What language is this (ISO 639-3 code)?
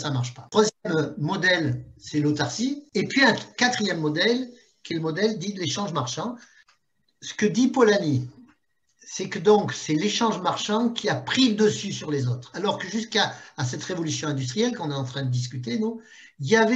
fra